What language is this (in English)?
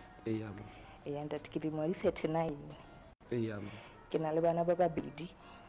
Southern Sotho